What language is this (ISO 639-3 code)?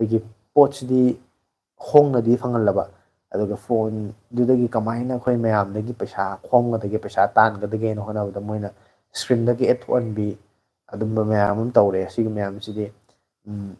mni